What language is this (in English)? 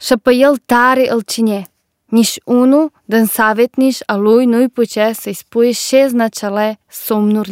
Albanian